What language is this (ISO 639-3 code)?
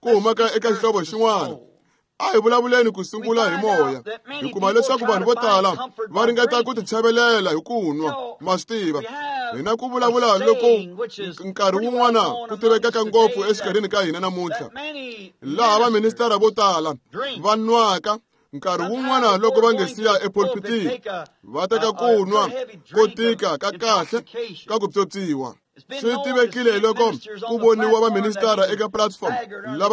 tso